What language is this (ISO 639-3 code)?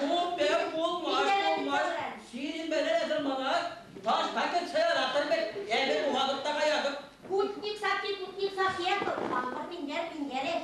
chv